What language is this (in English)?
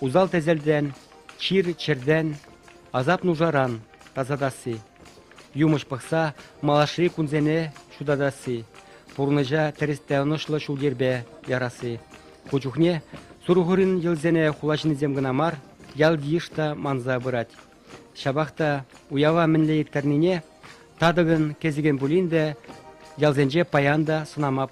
Chuvash